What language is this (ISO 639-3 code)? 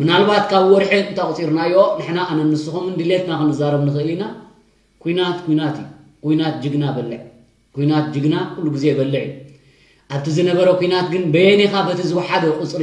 tir